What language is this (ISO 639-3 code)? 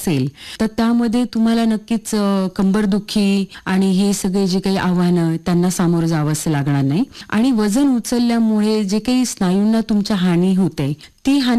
mar